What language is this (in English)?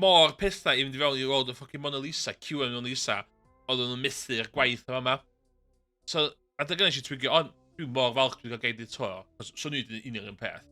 Welsh